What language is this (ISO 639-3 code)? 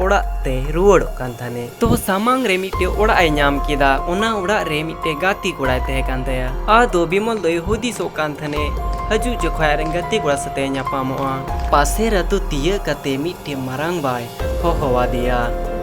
sat